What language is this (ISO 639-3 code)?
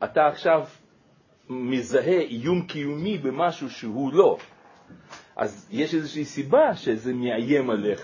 heb